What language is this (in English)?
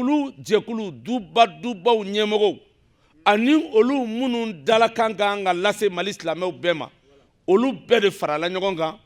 Bambara